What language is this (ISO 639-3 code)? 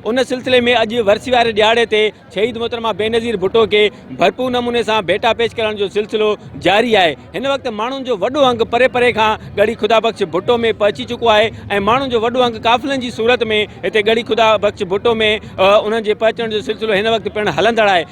snd